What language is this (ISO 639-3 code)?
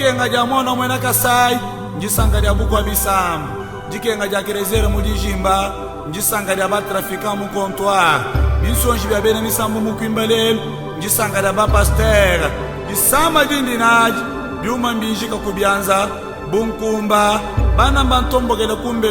lua